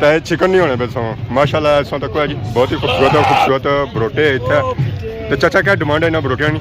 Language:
Pahari-Potwari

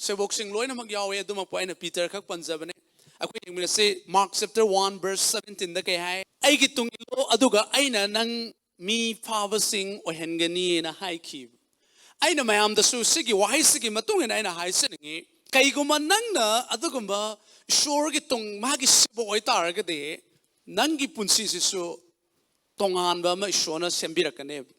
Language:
Manipuri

